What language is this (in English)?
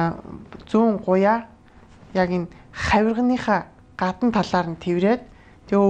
Mongolian